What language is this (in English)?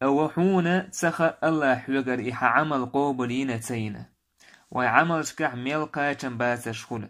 Chechen